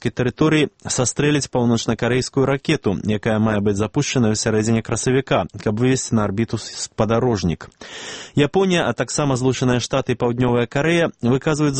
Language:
Belarusian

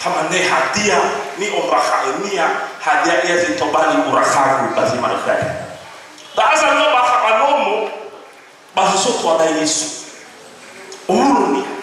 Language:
Nias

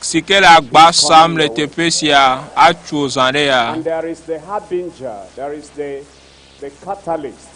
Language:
Ewe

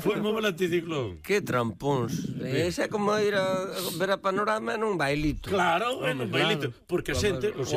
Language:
Galician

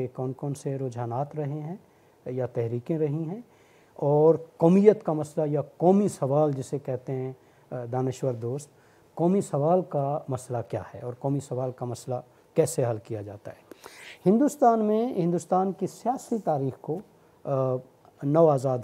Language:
Urdu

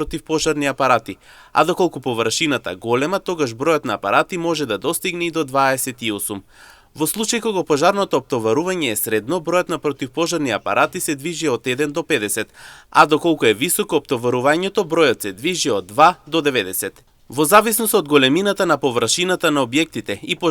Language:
Macedonian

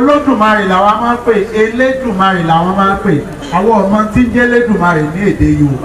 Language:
Yoruba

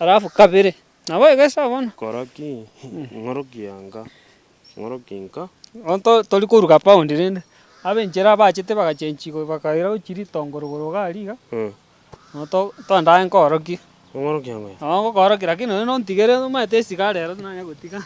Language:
Gusii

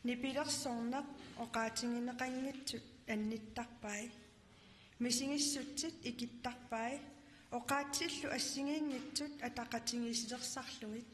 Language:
Kalaallisut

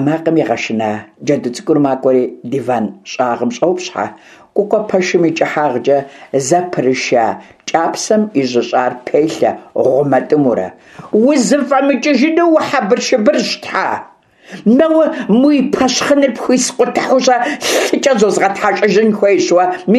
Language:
Kabardian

